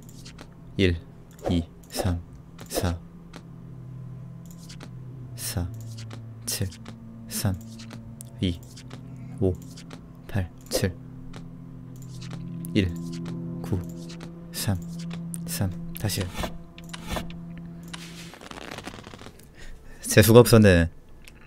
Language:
Korean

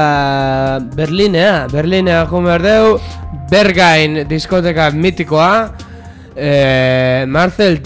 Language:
Basque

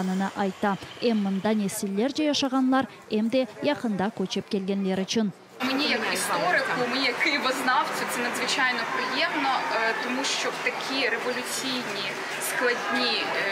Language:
Crimean Tatar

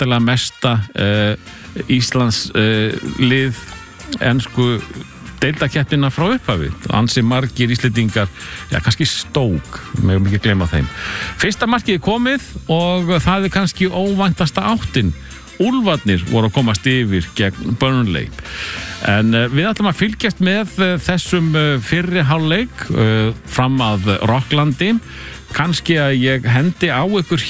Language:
Icelandic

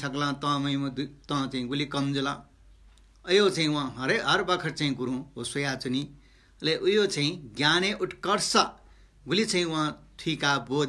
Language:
Newari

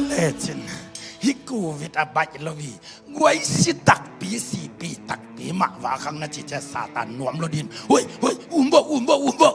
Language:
Tedim Chin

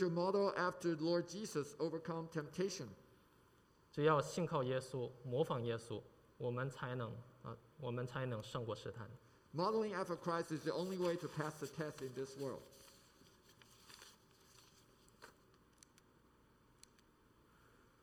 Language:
Chinese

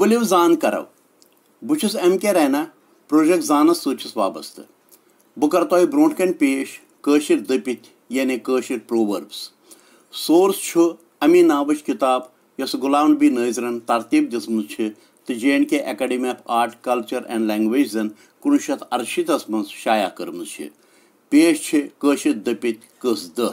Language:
Kashmiri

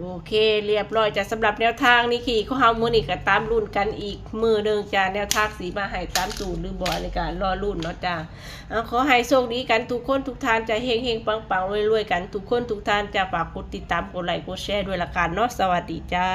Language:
Northeastern Thai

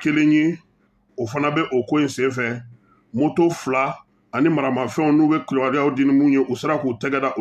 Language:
Bambara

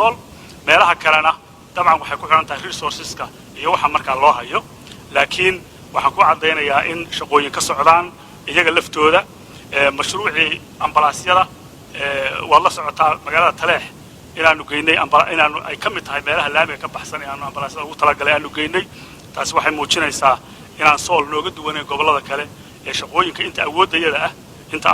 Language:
Somali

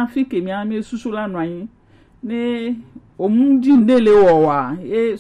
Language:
Gen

